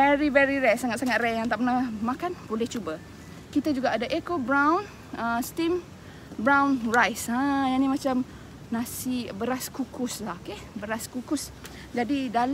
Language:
Malay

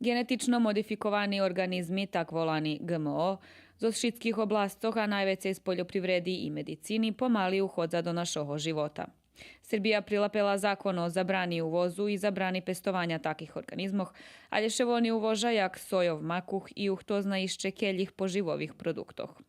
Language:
Rusyn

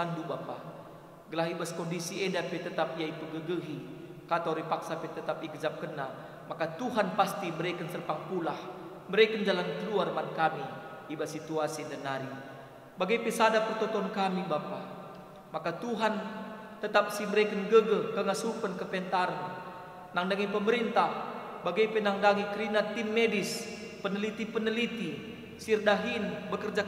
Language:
Batak Karo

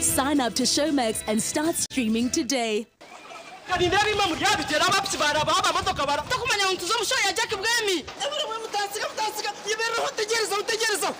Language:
Nyankole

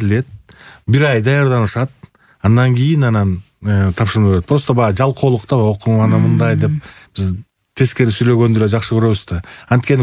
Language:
Kyrgyz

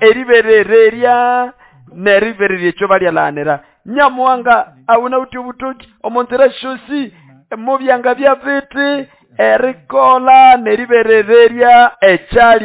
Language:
Nande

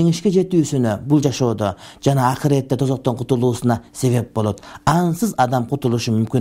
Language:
Kyrgyz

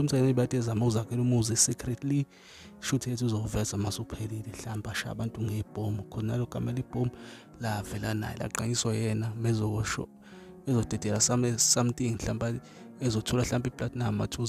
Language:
Zulu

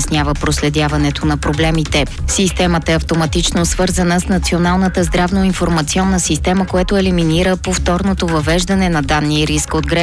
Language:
Bulgarian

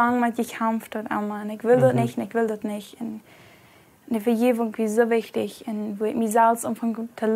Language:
Plautdietsch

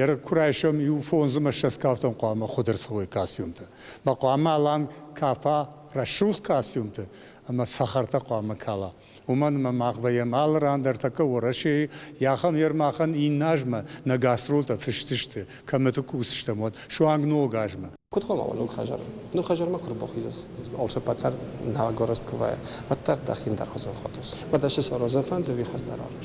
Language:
Ossetic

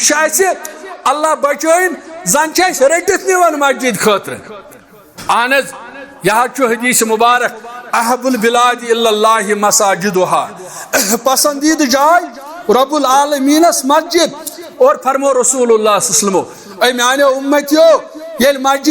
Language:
Kashmiri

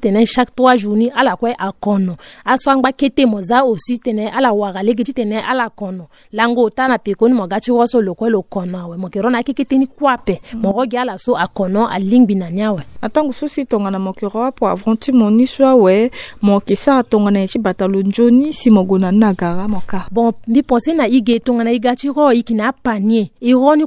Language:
Sango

